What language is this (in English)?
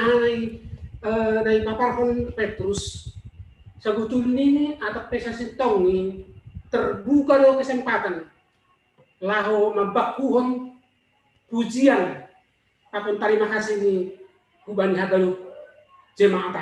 Batak Simalungun